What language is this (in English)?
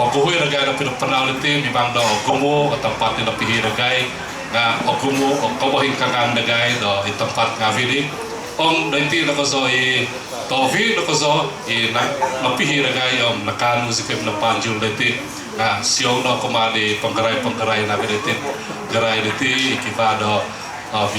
Central Dusun